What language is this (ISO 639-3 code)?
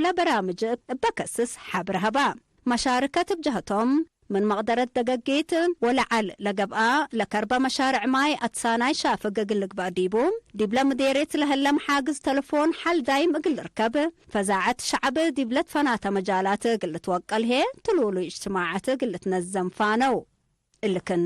tig